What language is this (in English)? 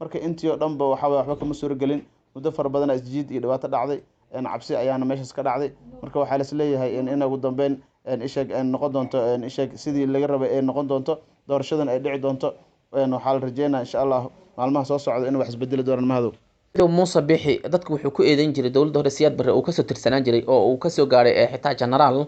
Somali